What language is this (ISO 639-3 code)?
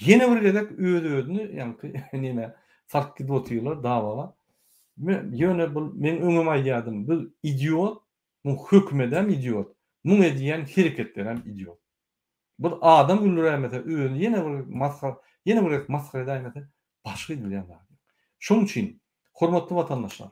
tuk